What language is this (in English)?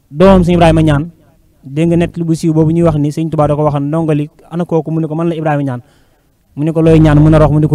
Wolof